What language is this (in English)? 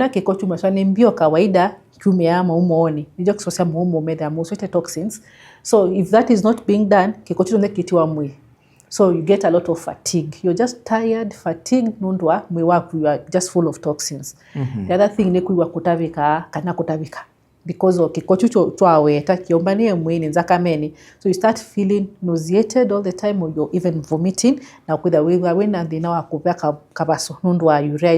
Kamba